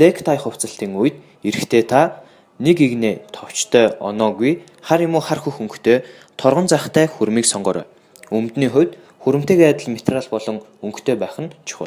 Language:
Mongolian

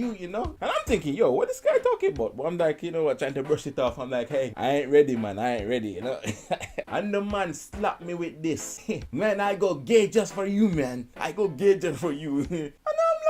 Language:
Jamaican Creole English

